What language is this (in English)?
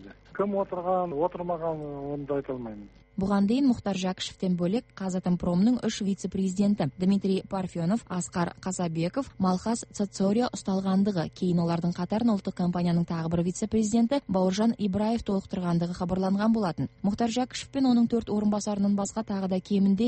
Kazakh